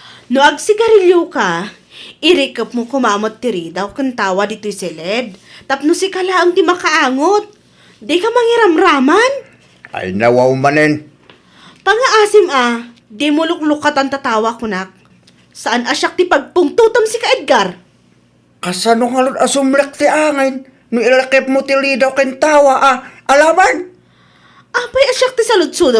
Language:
Iloko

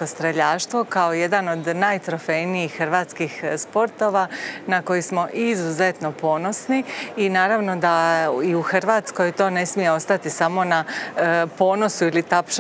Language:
Croatian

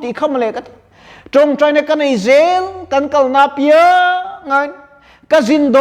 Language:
Mizo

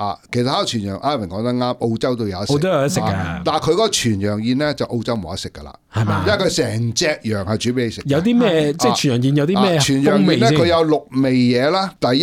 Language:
Cantonese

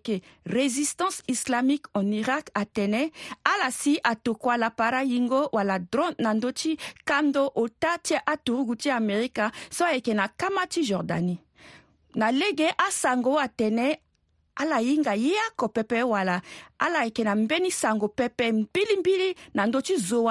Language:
Sango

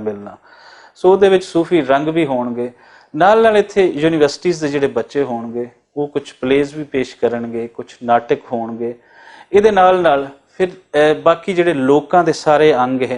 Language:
Western Panjabi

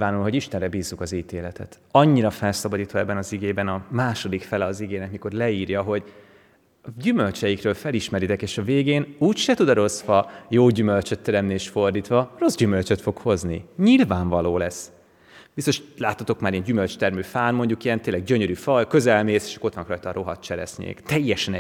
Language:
Hungarian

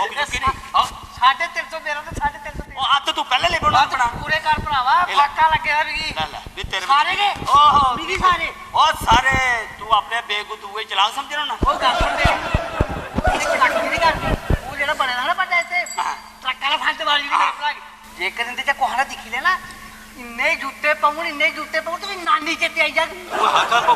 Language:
Dogri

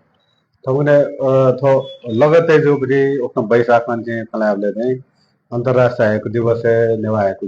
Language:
Newari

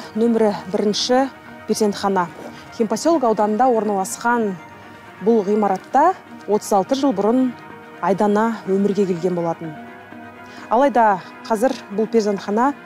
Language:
Kazakh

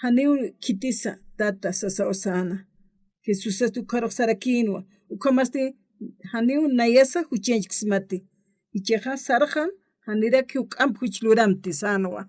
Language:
Aymara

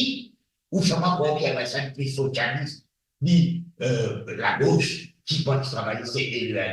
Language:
Morisyen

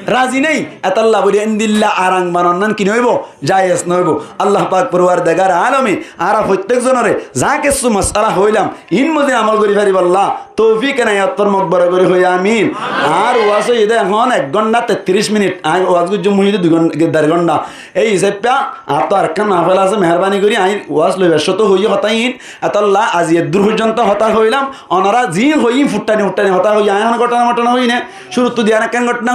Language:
Rohingya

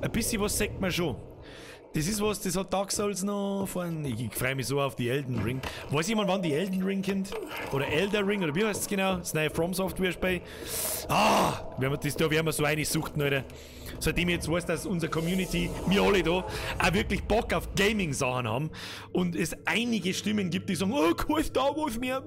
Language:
Bavarian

